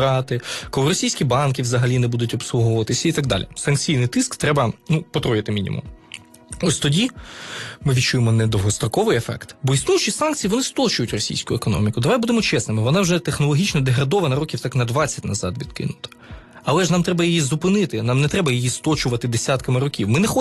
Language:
Ukrainian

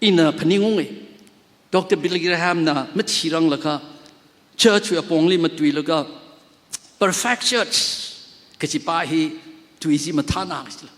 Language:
Tangkhul Naga (India)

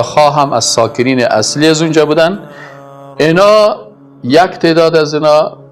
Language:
Persian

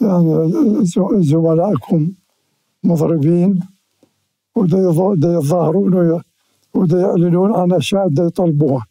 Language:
Mesopotamian Arabic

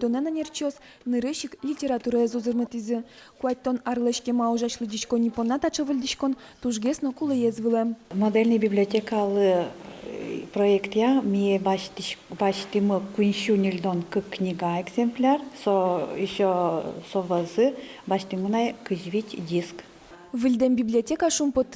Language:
Udmurt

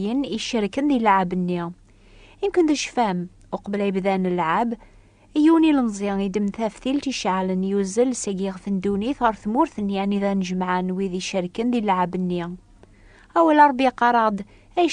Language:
Kabyle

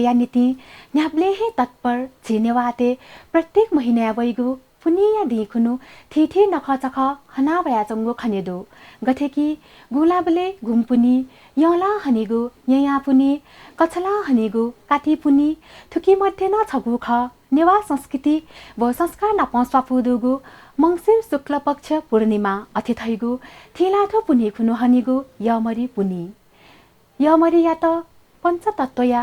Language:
Newari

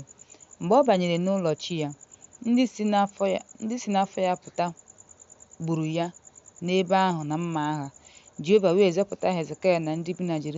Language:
Igbo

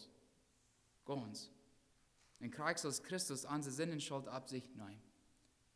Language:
Plautdietsch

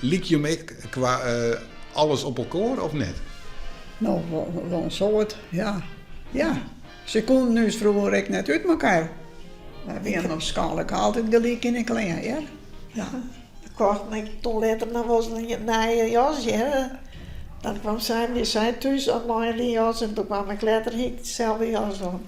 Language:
Western Frisian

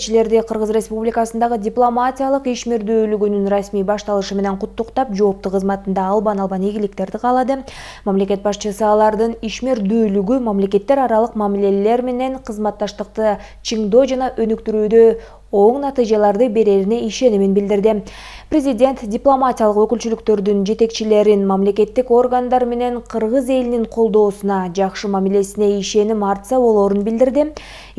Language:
Kyrgyz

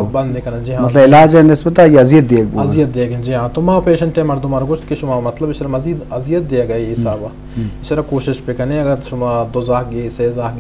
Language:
Eastern Balochi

